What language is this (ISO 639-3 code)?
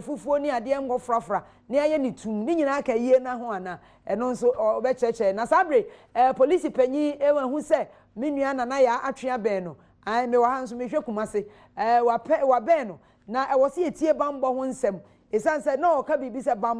aka